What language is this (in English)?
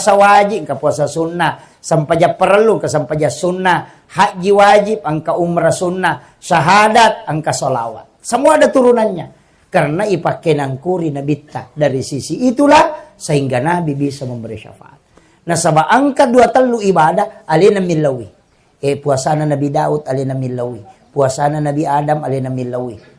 Buginese